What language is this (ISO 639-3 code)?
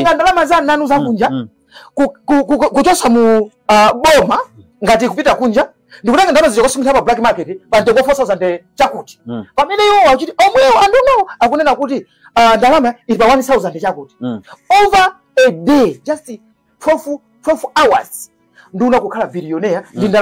nya